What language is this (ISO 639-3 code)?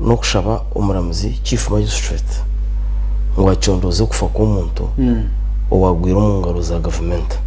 nyn